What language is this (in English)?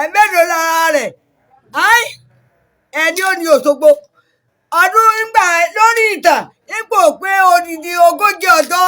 Yoruba